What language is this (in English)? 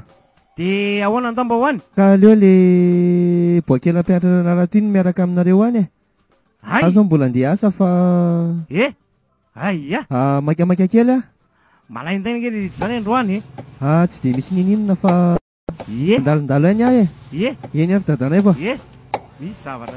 Malagasy